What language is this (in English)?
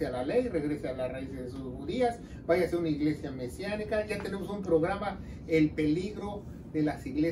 Spanish